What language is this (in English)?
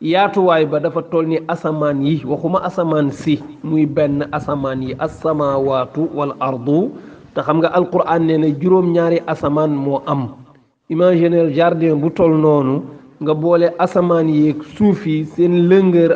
Wolof